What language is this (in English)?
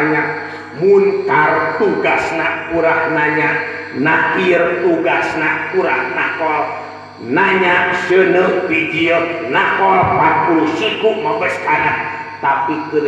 Sundanese